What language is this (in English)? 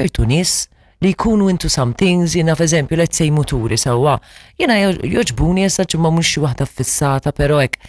Maltese